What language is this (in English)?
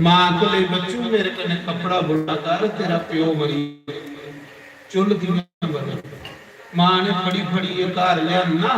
Dogri